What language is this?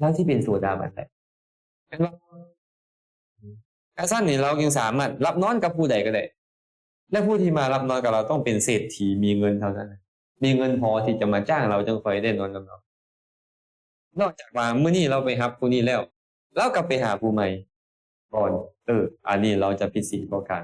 Lao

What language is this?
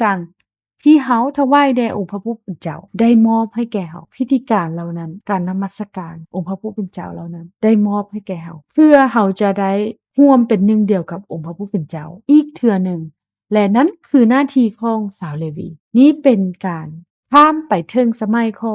Lao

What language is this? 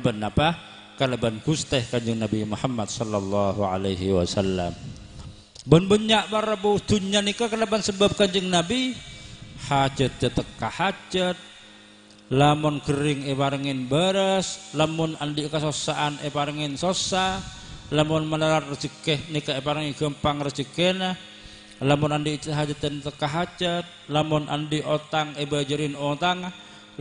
Madurese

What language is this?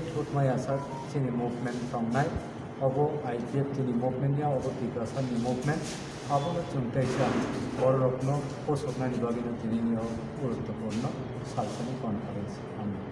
Kok Borok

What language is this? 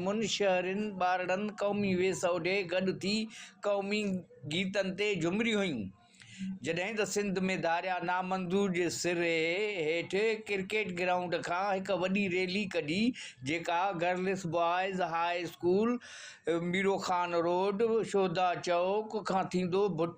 Sindhi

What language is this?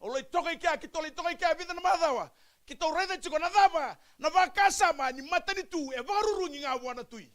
Fijian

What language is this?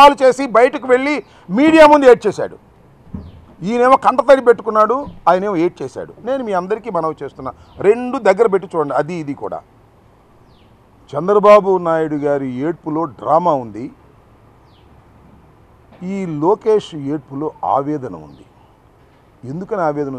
Telugu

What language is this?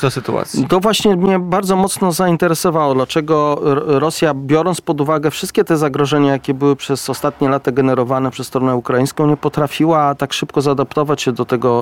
Polish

